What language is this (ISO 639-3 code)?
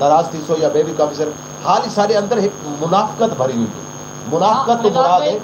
skr